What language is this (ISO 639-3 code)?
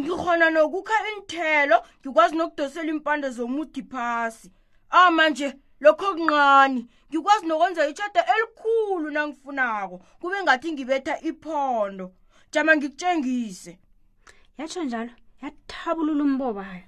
nbl